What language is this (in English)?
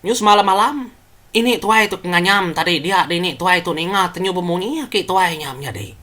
Iban